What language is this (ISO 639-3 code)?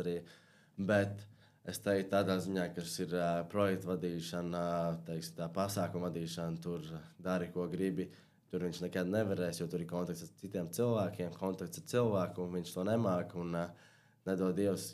lav